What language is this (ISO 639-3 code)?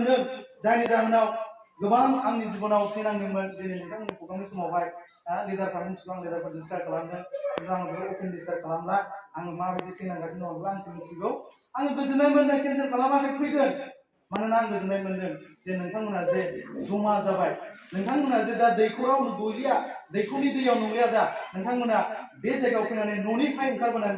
brx